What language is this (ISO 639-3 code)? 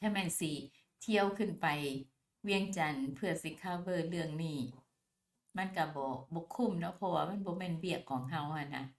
lao